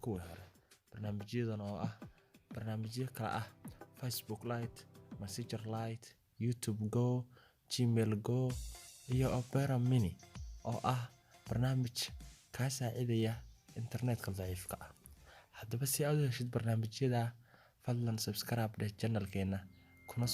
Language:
Somali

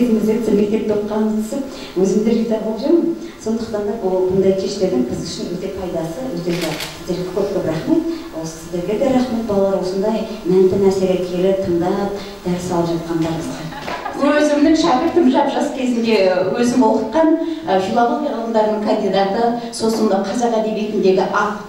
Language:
Kazakh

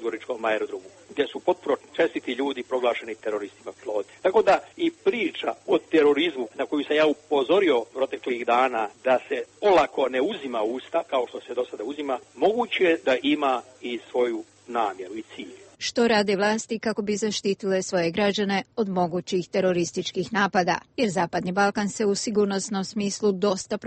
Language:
Serbian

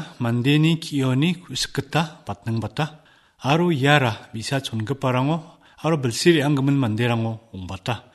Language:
Garo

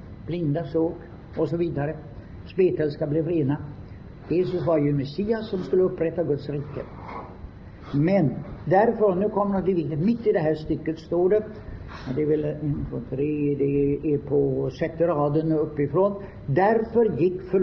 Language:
Swedish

